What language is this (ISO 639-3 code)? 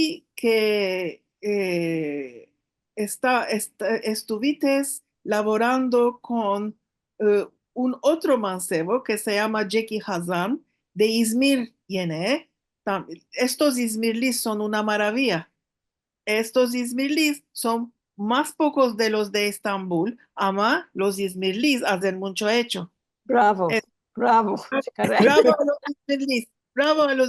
lad